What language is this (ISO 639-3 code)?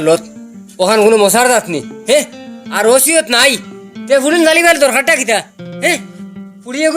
syl